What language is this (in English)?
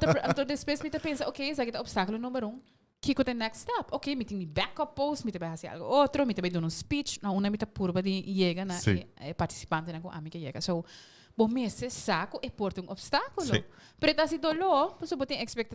Papiamento